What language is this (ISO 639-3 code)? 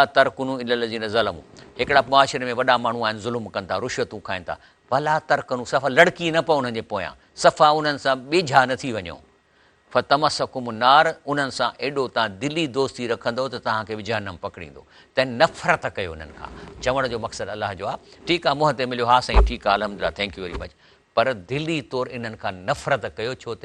snd